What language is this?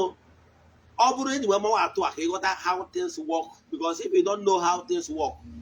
Igbo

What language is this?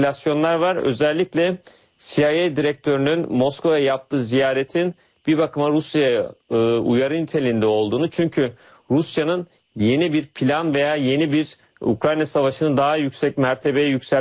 Turkish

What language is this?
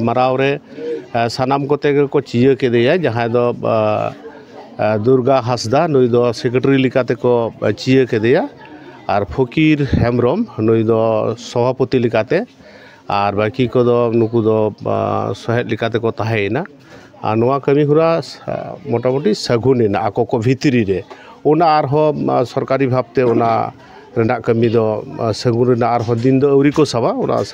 Santali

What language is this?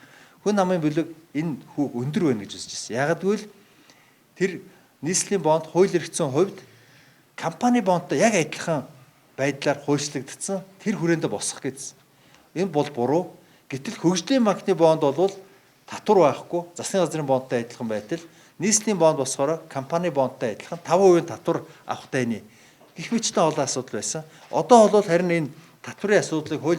Mongolian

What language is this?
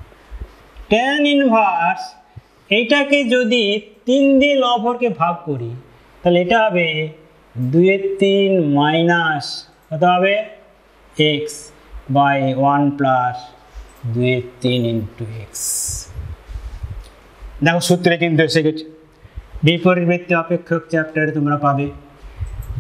Bangla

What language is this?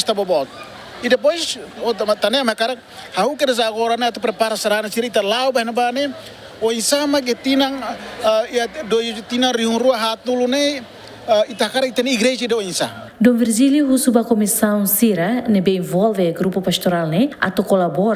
Tetum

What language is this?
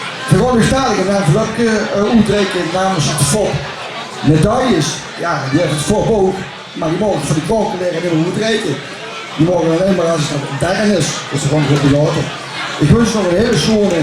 Limburgish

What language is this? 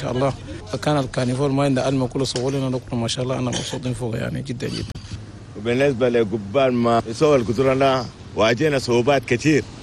Chadian Arabic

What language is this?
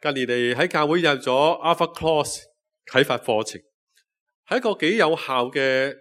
Cantonese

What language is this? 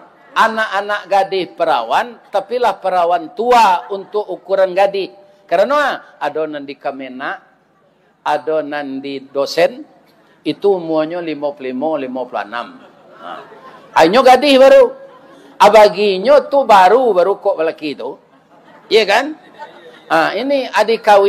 Minangkabau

